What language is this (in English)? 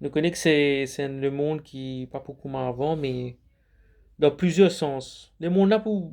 Morisyen